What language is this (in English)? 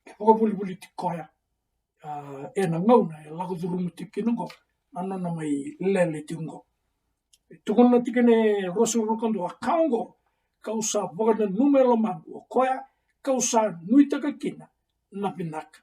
Fijian